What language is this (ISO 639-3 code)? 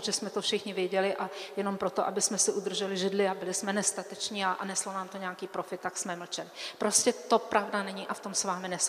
ces